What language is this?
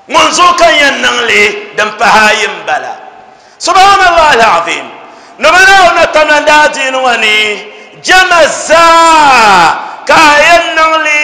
Dagbani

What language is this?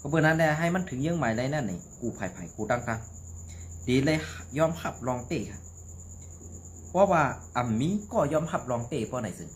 Shan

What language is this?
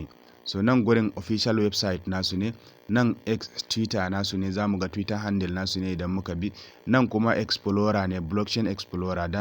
Hausa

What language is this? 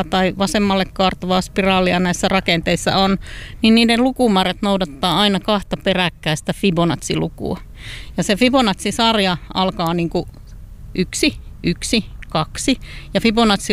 Finnish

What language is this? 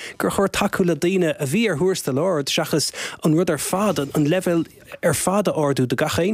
Irish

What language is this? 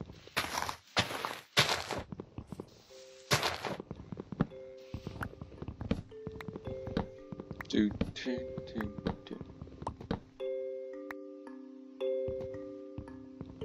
Dutch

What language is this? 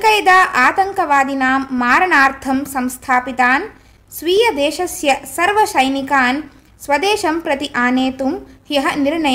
Sanskrit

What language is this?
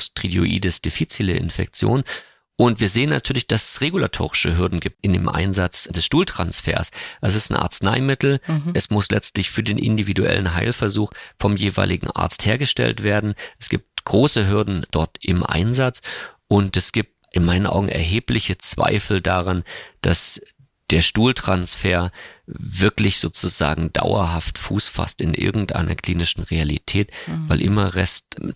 German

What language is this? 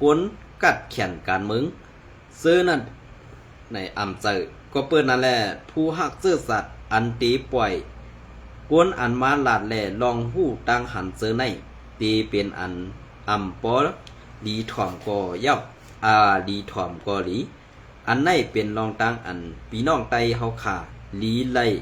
Shan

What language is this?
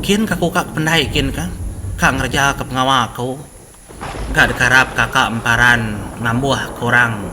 Iban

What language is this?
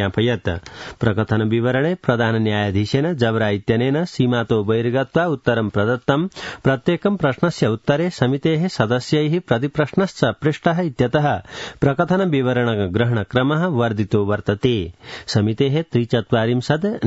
Sanskrit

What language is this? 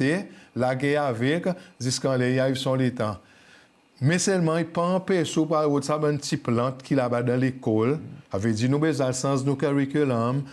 Seselwa Creole French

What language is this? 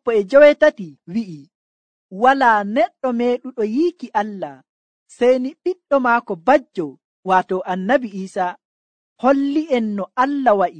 Nigerian Fulfulde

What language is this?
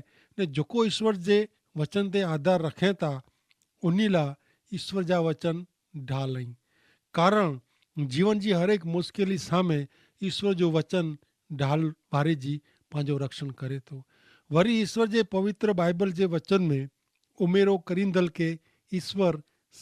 Kachhi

